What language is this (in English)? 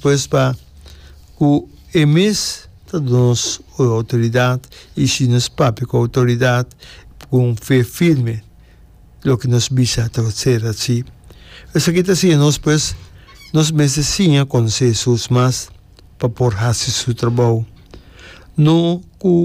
Papiamento